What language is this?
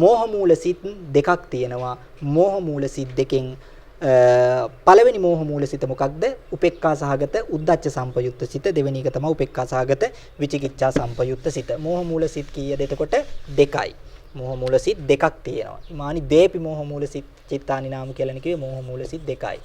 Sinhala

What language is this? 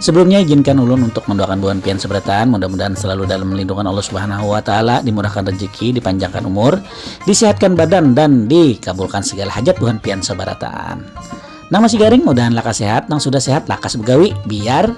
Banjar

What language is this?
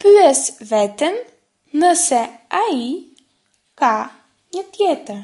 Albanian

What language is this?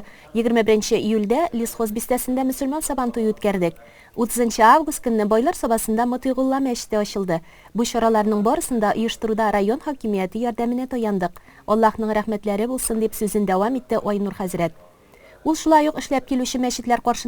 Tatar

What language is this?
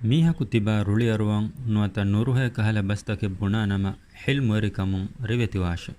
Divehi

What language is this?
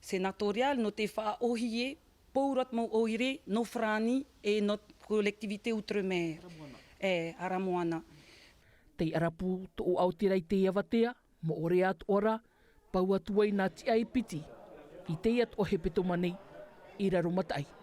Tahitian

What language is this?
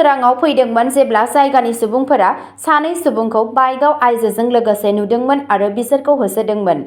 Bodo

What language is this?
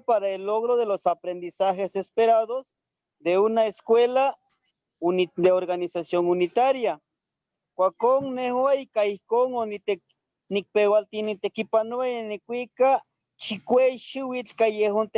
Eastern Huasteca Nahuatl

